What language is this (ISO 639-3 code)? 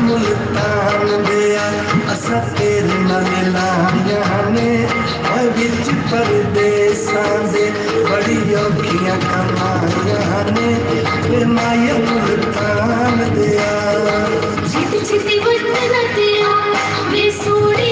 skr